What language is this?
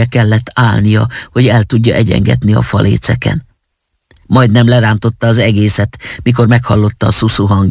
Hungarian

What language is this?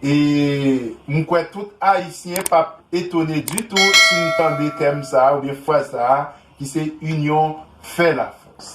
Haitian Creole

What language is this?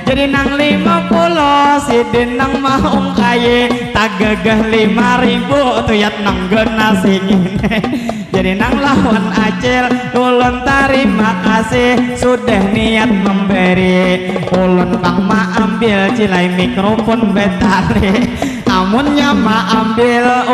Banjar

